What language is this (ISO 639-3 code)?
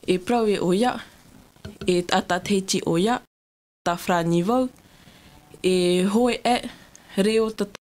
tah